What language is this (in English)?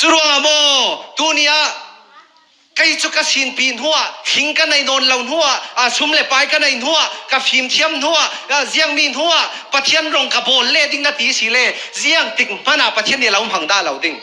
Falam Chin